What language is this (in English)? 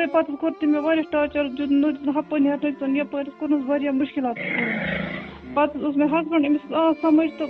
Kashmiri